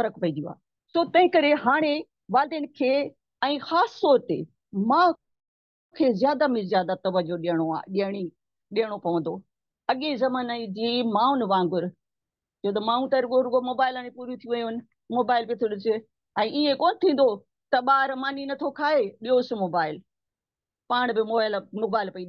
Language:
Sindhi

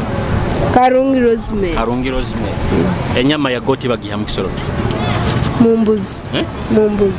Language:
Nyoro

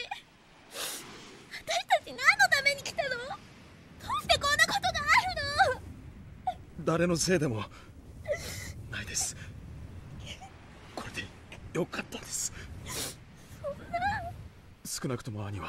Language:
Japanese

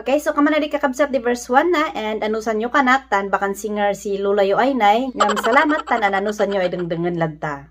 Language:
Kankanaey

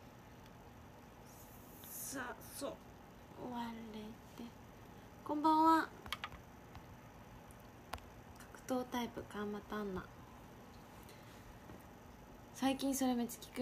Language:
Japanese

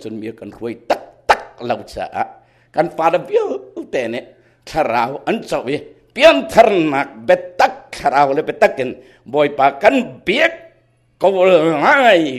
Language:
Hakha Chin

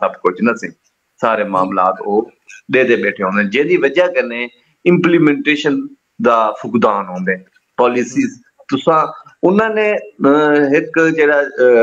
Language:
Saraiki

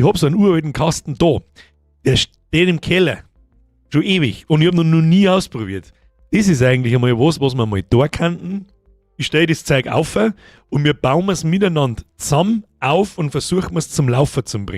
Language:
Bavarian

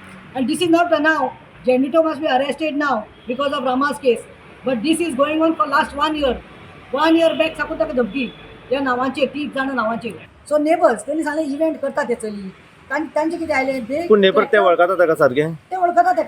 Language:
Konkani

